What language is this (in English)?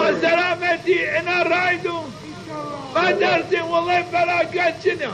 Zaza